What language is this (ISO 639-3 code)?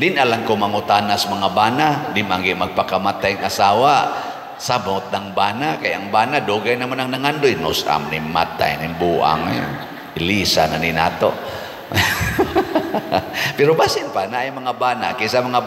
ceb